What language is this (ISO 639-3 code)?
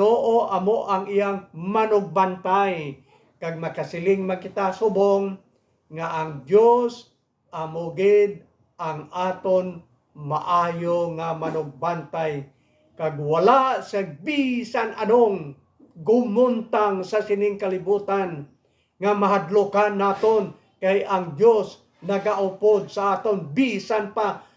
hil